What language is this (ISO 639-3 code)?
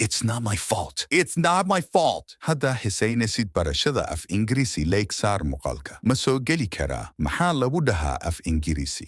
som